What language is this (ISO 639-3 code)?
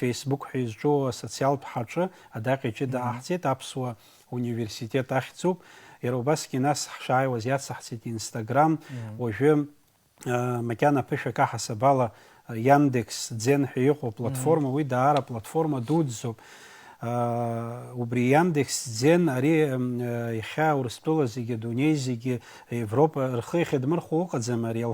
abk